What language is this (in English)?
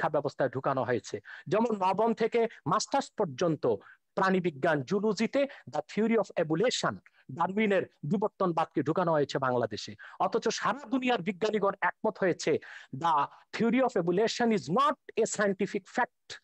Bangla